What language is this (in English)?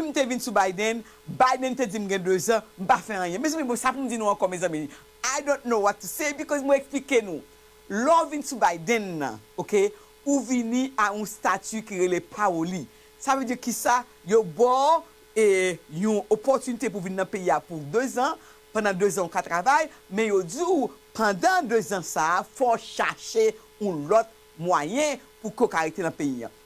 Haitian Creole